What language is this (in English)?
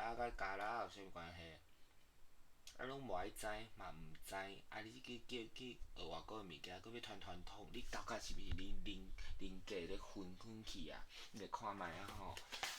Min Nan Chinese